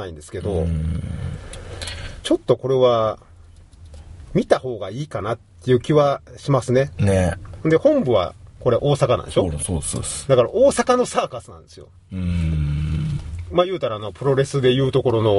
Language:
Japanese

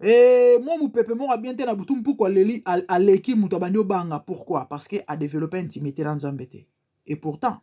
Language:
Lingala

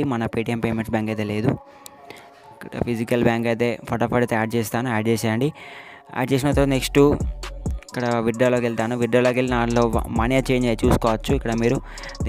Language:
Telugu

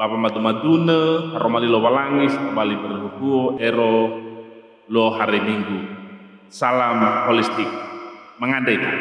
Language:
Nias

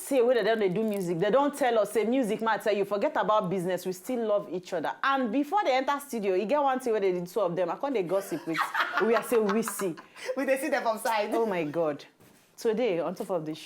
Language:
Nigerian Pidgin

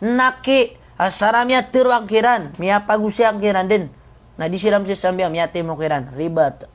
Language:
Maranao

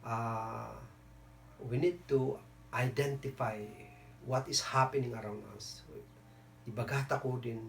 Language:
Kankanaey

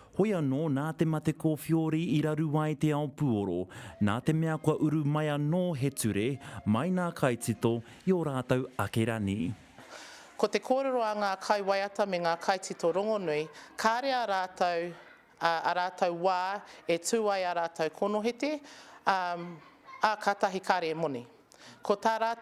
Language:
Māori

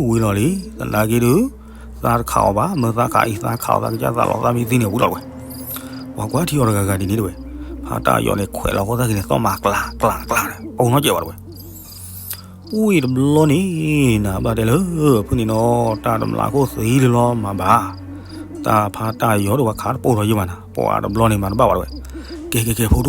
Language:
S'gaw Karen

